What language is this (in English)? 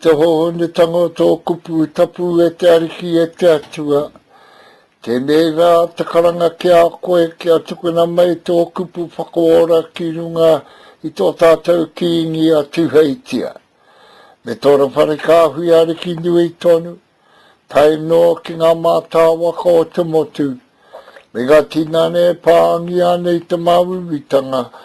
Māori